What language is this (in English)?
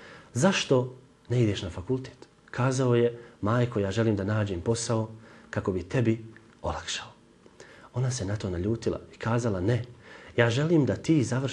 Bosnian